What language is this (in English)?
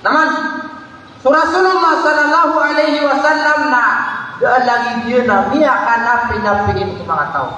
Maranao